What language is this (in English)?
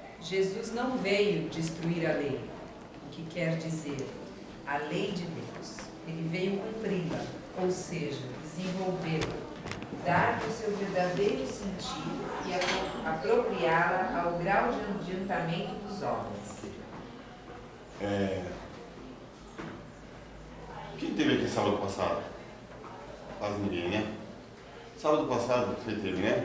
Portuguese